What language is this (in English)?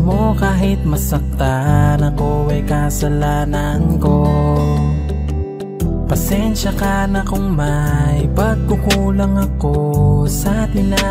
Filipino